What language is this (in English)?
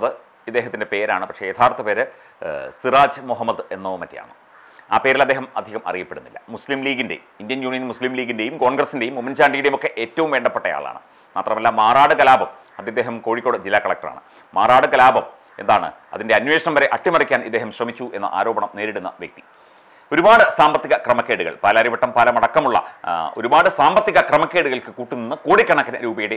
Malayalam